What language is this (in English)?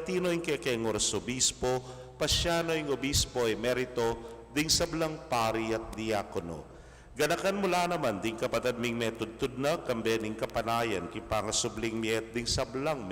Pampanga